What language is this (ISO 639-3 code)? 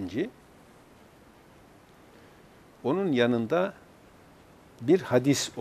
tur